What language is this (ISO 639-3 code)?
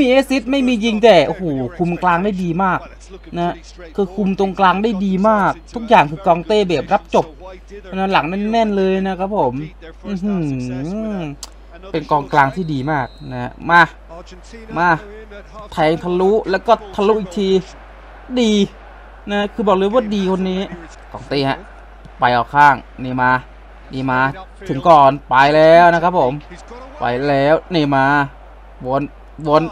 tha